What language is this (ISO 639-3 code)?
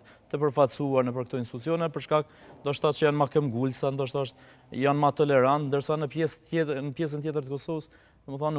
sqi